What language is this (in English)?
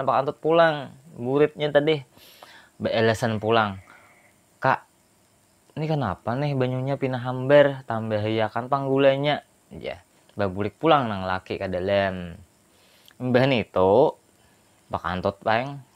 Banjar